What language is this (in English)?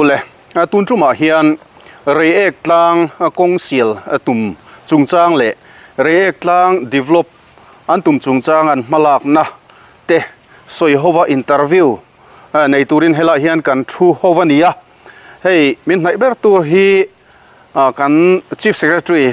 Mizo